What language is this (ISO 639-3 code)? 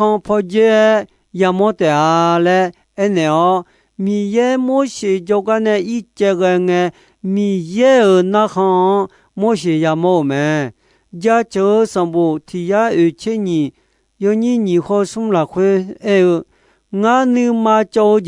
ahk